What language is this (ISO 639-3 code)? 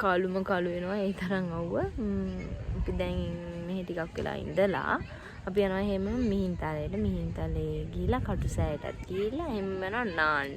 sin